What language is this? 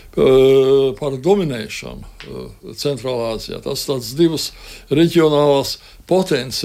Latvian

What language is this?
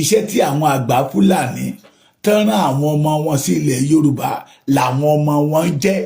Yoruba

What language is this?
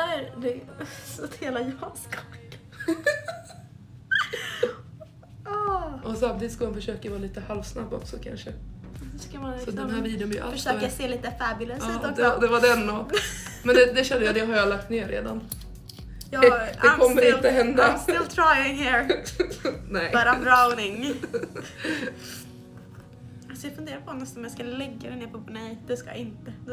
Swedish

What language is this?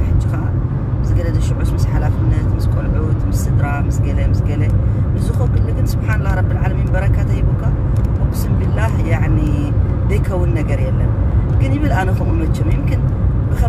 Tigrinya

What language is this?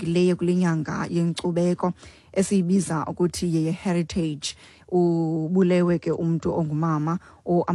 Xhosa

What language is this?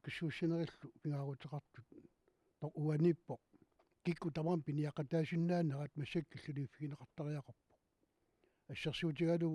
Kalaallisut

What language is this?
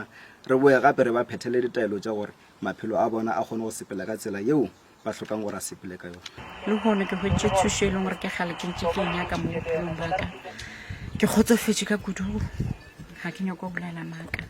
Northern Sotho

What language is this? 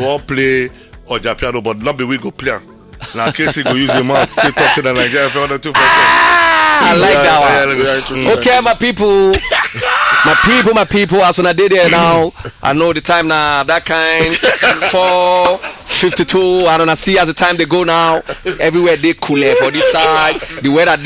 Nigerian Pidgin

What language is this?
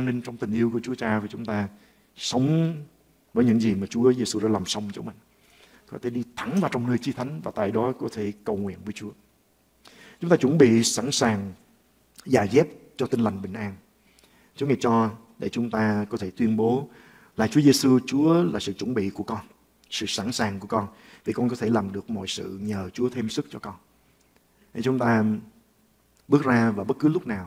Vietnamese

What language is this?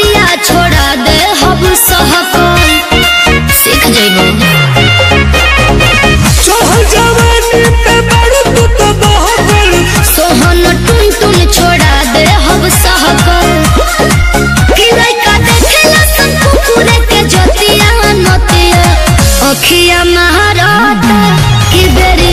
Bhojpuri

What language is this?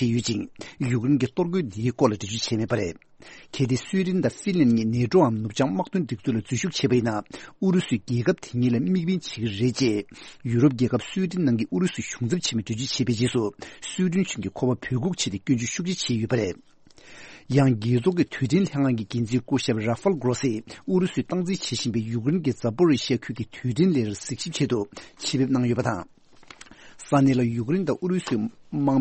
Tibetan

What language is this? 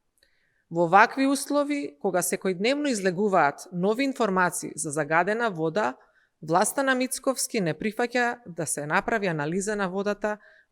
Macedonian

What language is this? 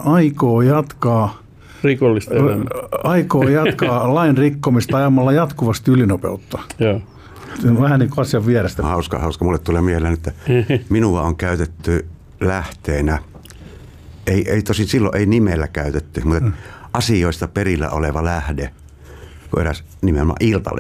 Finnish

